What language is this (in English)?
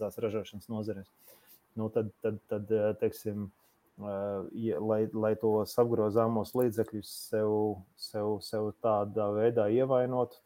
Latvian